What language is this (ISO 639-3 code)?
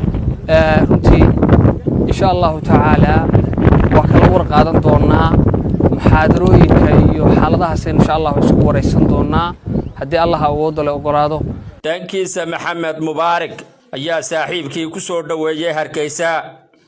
som